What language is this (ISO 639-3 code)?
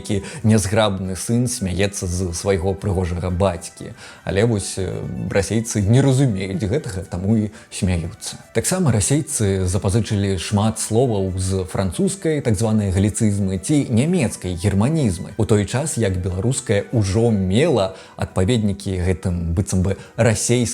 bel